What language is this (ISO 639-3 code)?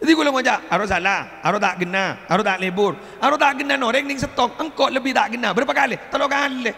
mad